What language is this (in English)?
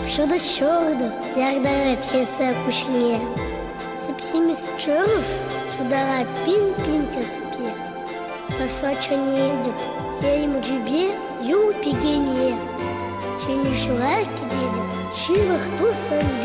Chuvash